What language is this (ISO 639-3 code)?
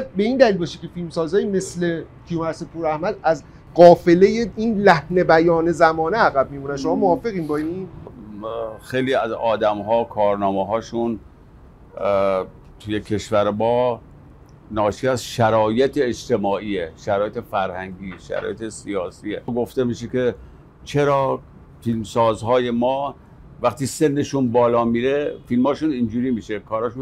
fas